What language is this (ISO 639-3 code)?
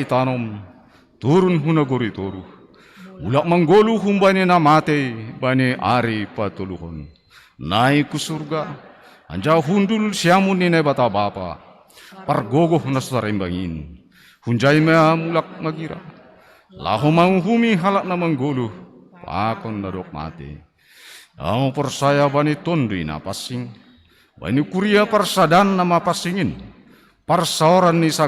bts